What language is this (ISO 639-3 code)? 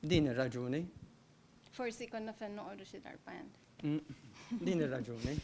mlt